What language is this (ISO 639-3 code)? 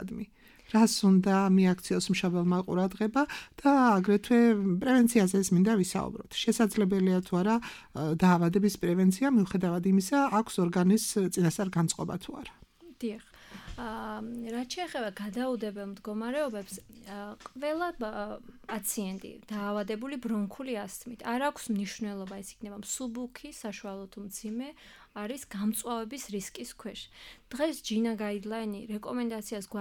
kat